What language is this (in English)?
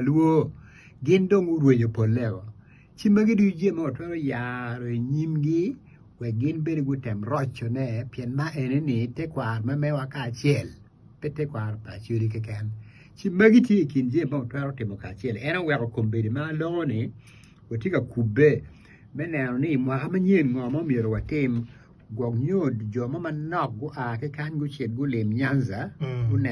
Acoli